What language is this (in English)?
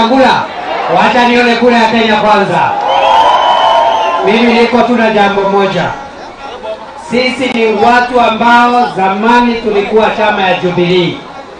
Swahili